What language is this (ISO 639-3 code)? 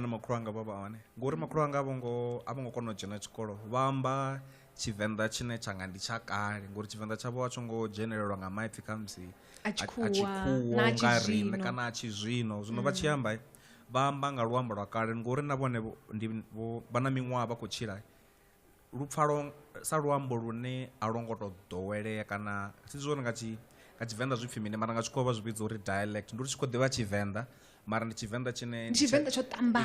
ven